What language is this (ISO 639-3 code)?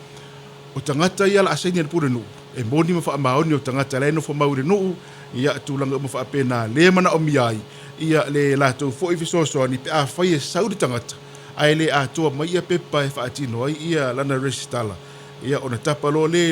smo